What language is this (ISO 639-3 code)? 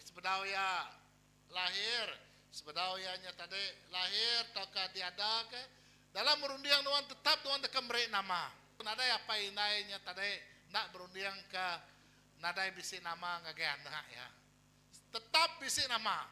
iba